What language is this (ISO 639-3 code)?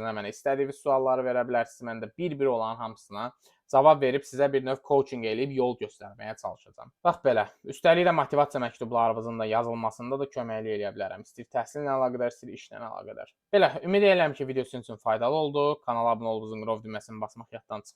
aze